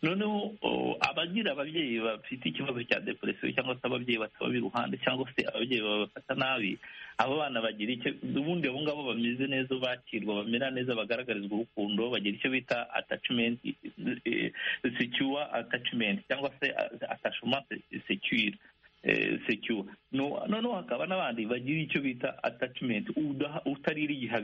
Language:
Kinyarwanda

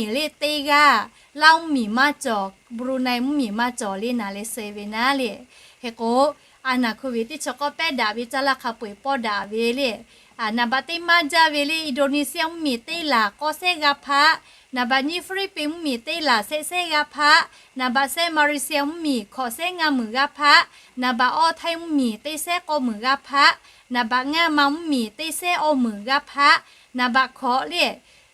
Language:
Lahu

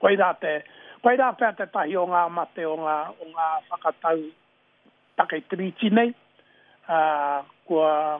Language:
Māori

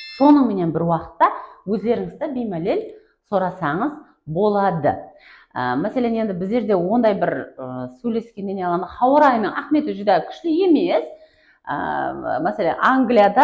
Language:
Kara-Kalpak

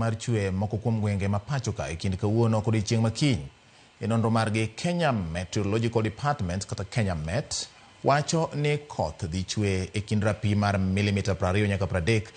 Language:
Luo (Kenya and Tanzania)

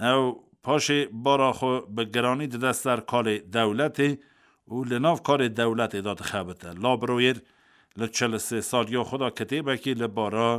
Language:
Kurdish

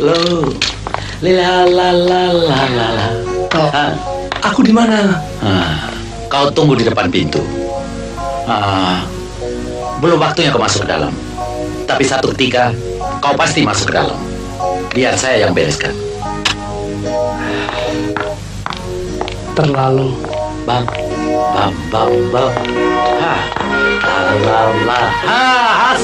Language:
Indonesian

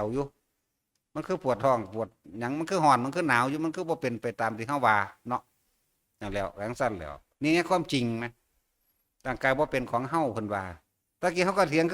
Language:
Northeastern Thai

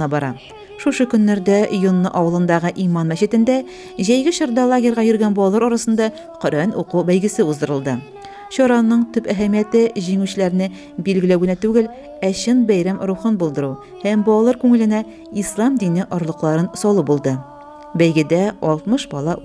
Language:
Tatar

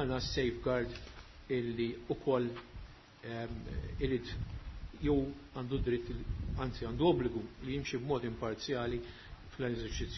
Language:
Maltese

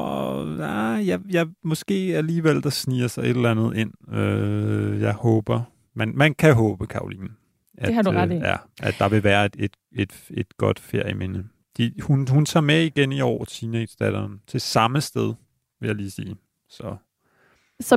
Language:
Danish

